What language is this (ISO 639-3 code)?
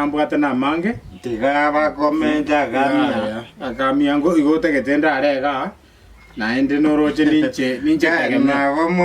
guz